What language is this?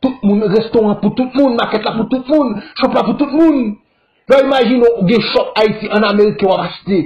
Haitian Creole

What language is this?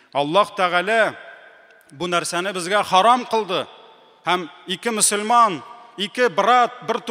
Tatar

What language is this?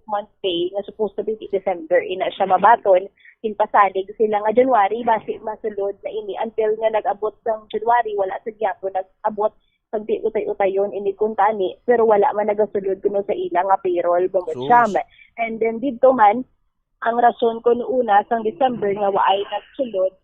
Hiligaynon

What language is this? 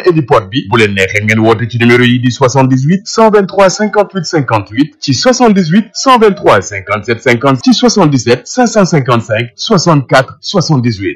Wolof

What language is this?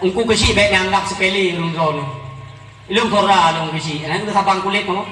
Achinese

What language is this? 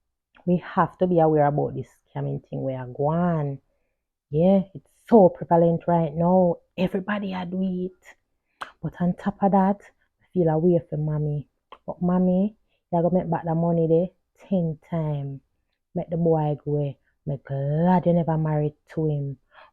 Jamaican Creole English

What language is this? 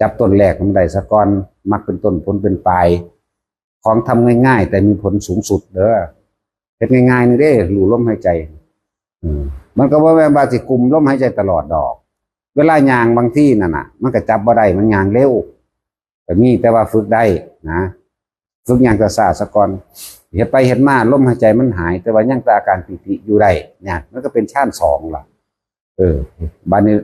Northeastern Thai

